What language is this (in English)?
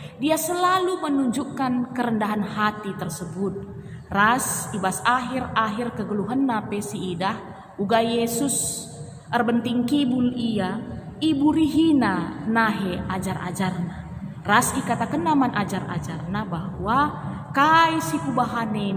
Batak Karo